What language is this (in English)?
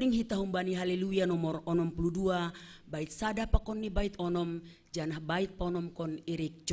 Batak Simalungun